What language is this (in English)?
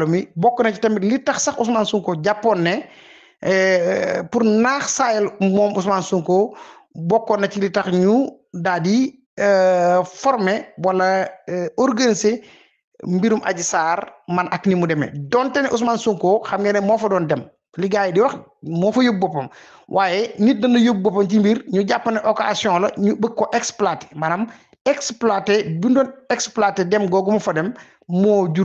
Wolof